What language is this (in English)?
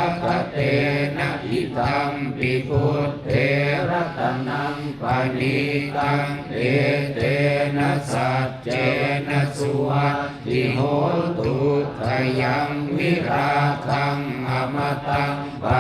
Pali